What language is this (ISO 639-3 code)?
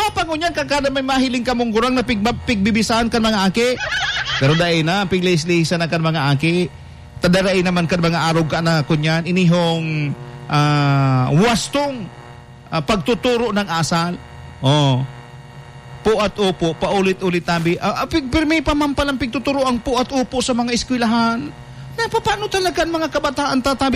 bik